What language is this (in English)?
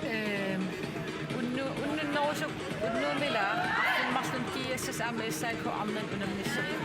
Kalaallisut